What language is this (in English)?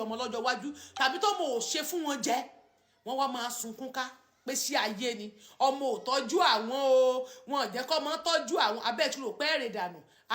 Yoruba